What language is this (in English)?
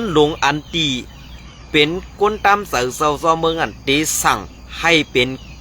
Shan